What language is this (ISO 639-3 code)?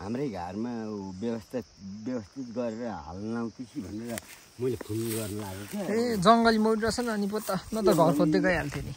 nep